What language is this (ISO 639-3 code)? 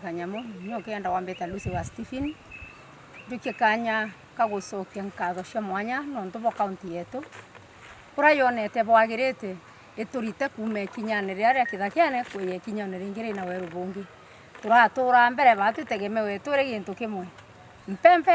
mer